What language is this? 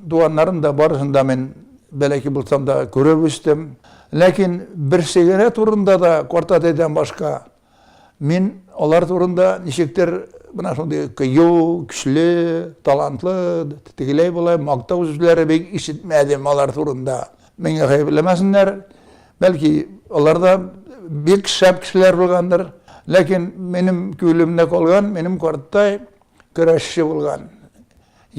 Tatar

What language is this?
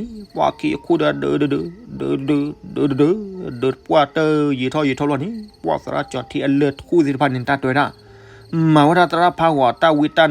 S'gaw Karen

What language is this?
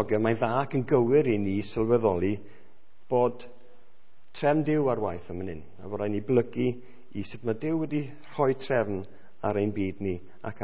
Welsh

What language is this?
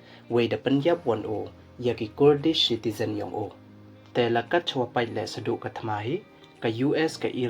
Pnar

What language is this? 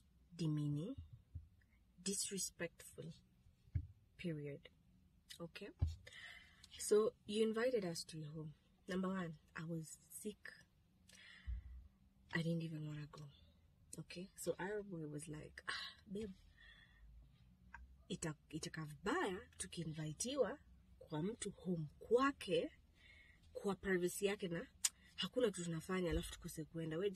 Swahili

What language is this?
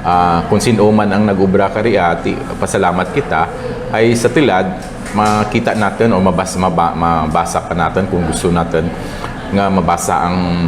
Kinaray-a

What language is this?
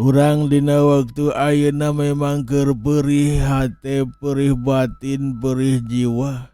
Sundanese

